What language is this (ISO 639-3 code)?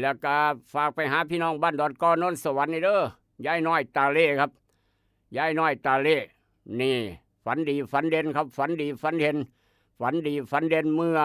tts